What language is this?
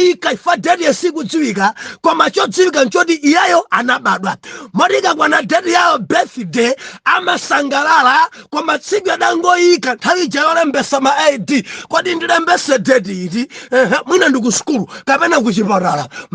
Nyanja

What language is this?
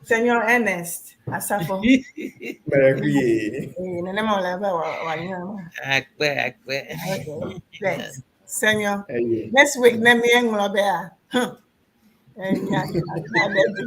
Ewe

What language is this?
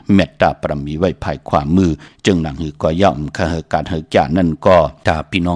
Shan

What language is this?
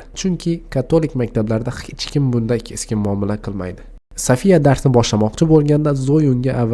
Uzbek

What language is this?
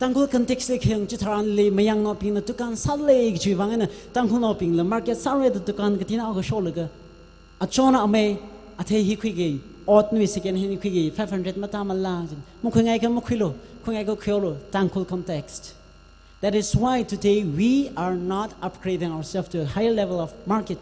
Tangkhul Naga (India)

